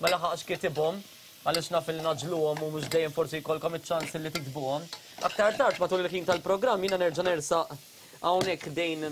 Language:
Maltese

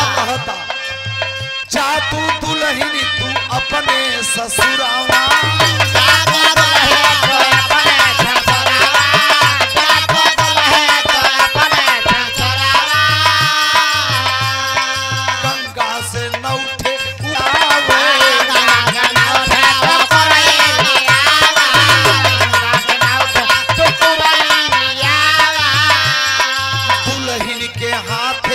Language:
Bhojpuri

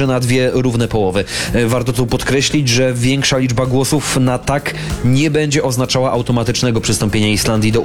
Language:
Polish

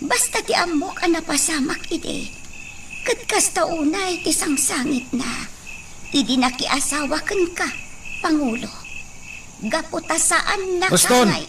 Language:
Iloko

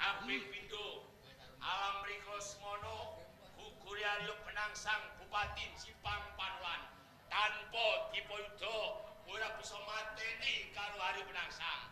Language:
Javanese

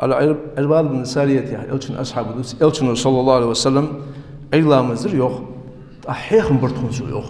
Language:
Ingush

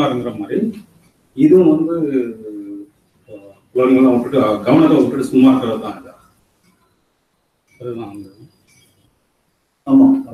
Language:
Tamil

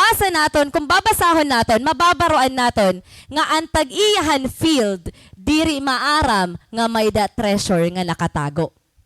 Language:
Waray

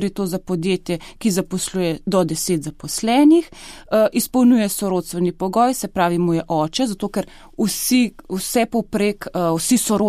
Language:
Slovenian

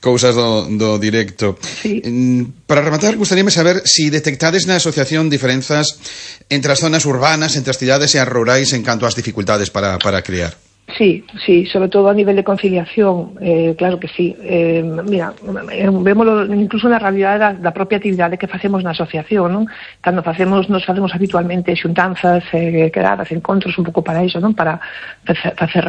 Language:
Galician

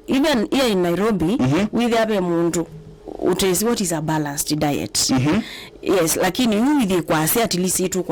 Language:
Kamba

